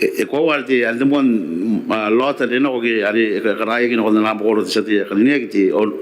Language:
Gilbertese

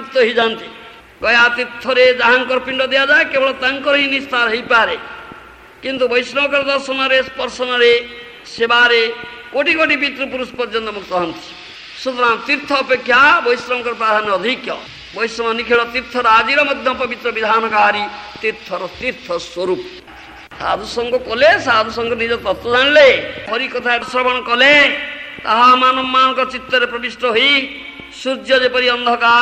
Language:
Odia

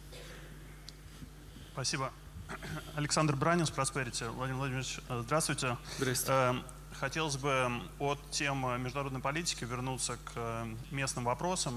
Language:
Russian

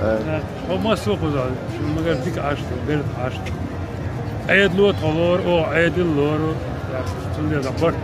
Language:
Chechen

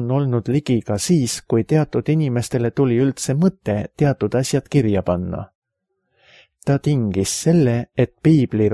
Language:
Estonian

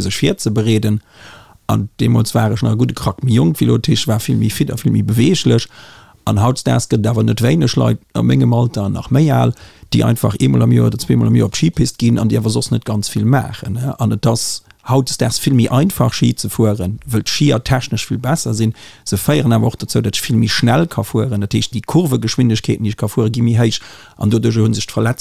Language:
Luxembourgish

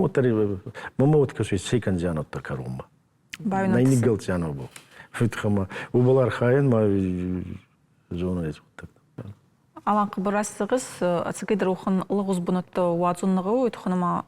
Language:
Ossetic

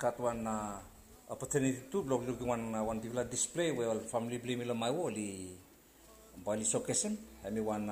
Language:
Bislama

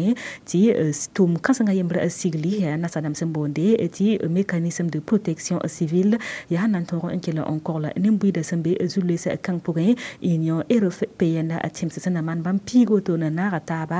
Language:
Mossi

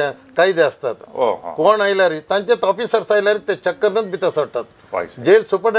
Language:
Konkani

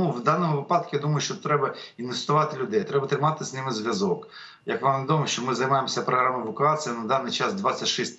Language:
Ukrainian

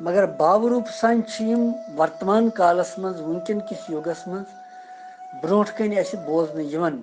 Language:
Kashmiri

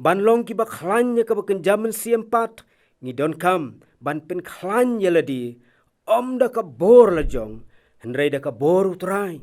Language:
Khasi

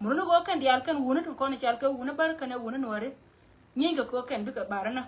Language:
Nuer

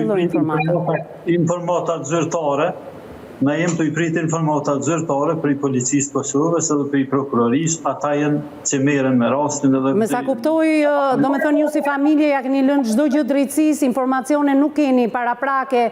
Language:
Albanian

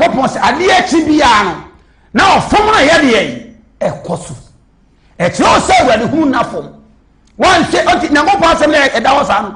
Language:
Akan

